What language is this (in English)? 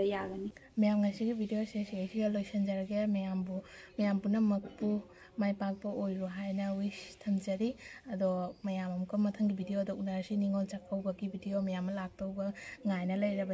Manipuri